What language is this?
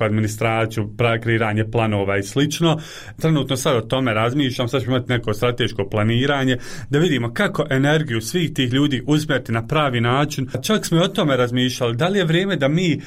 Bosnian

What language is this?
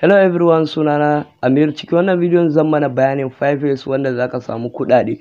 Hausa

